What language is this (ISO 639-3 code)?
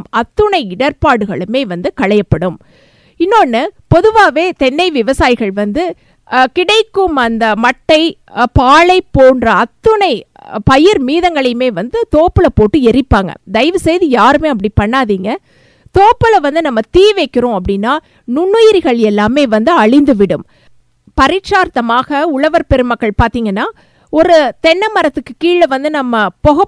tam